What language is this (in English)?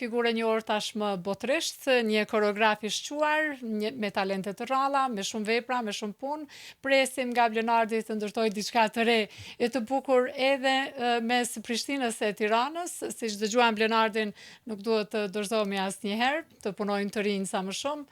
Albanian